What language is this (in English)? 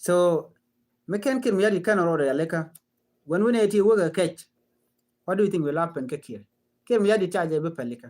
Nuer